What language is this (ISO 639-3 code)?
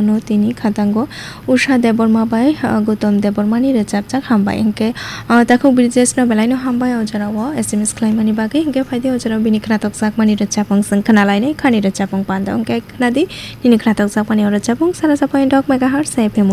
trp